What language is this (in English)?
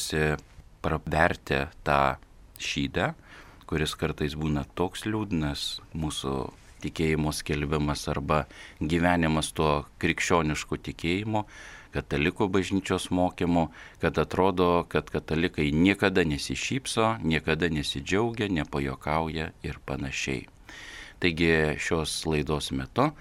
Lithuanian